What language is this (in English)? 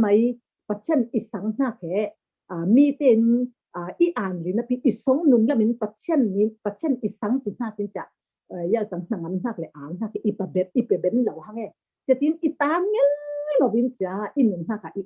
Falam Chin